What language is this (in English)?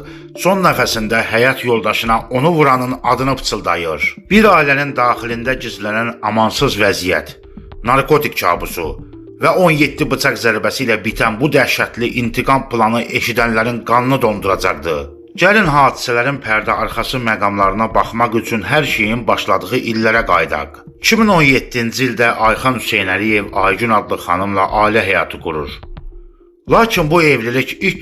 Azerbaijani